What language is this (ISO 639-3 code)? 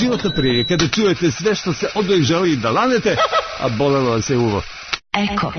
srp